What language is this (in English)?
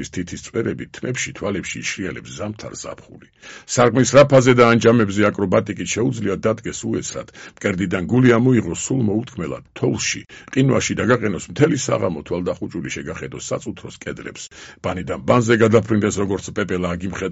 Georgian